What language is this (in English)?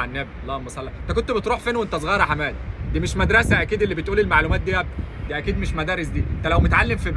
Egyptian Arabic